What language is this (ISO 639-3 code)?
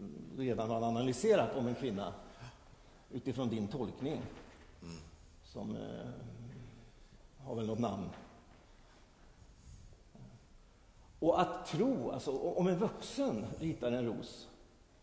swe